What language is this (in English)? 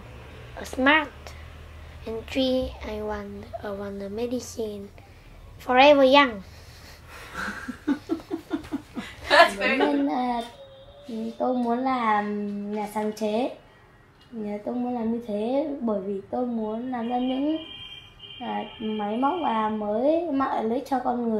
Vietnamese